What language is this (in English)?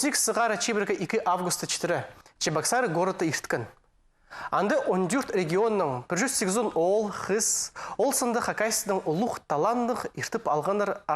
Khakas